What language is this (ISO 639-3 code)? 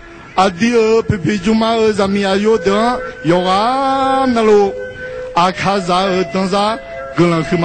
ahk